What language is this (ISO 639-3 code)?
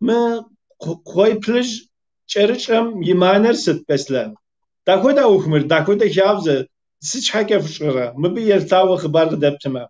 kbd